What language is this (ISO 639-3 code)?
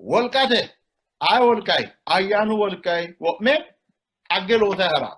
sid